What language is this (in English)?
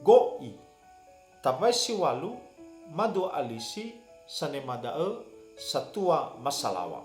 Nias